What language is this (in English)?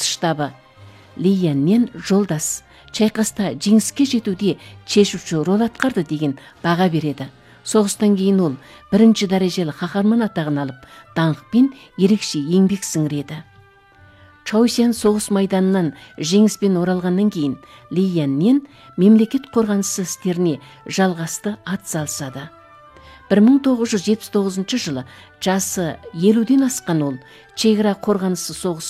Kazakh